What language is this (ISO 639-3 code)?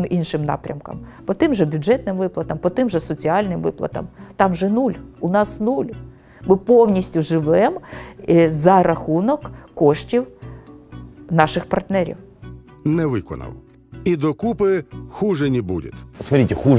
ukr